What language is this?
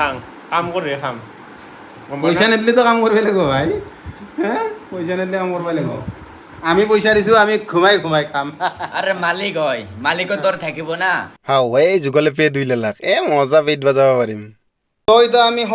Assamese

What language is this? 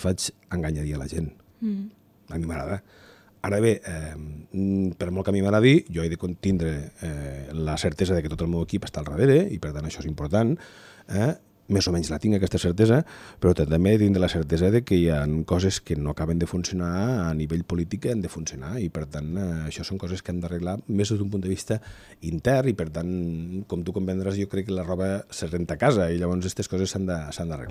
Catalan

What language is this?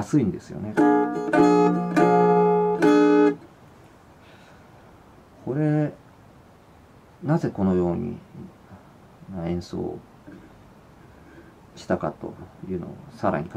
Japanese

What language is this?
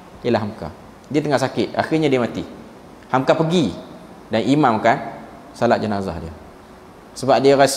Malay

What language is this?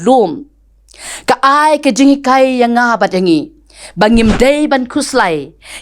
Khasi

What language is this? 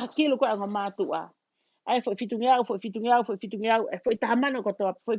Tongan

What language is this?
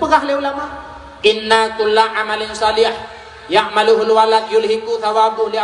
Achinese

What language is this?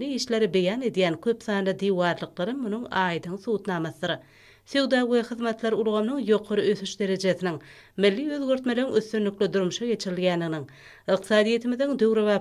Turkmen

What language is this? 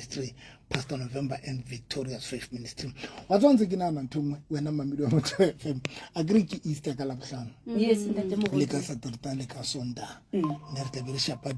Southern Sotho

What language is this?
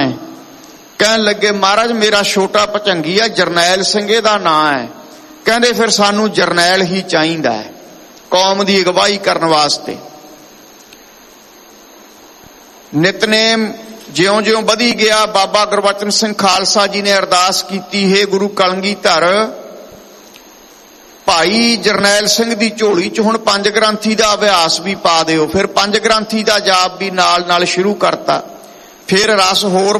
Punjabi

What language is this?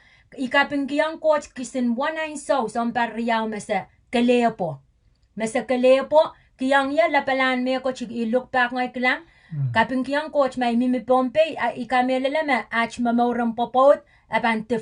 Pohnpeian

